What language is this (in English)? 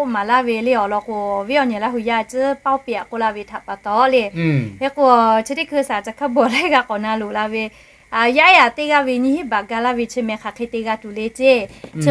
Lahu